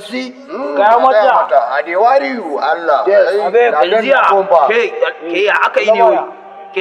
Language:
Hausa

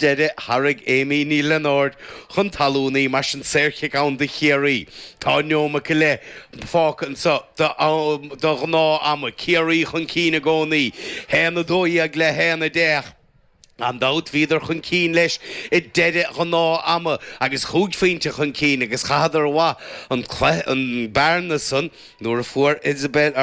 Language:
Irish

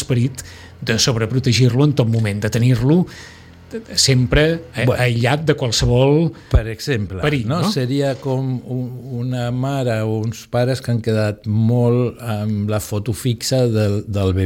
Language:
Catalan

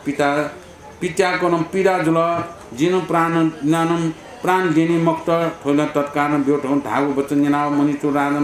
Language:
Newari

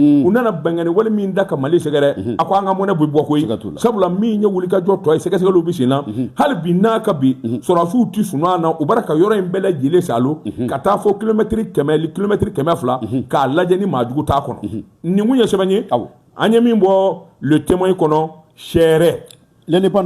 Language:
Bambara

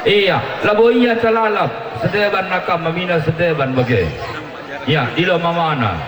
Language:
Batak Karo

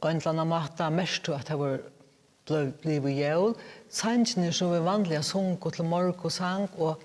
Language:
Faroese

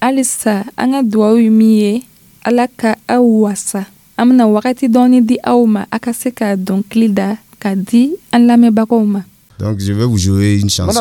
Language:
Dyula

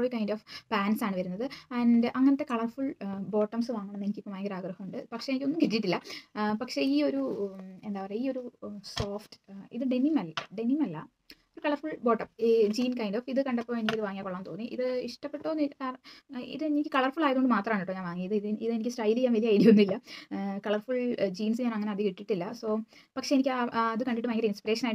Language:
Malayalam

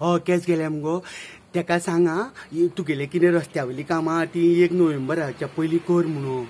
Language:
Konkani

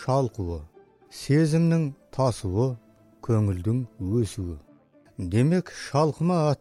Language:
Kazakh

